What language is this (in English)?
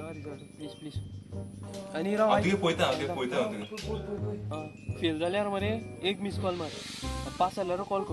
Konkani